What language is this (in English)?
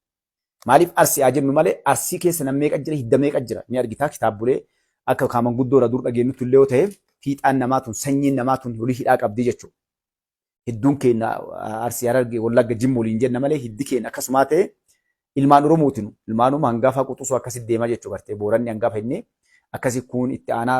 Oromo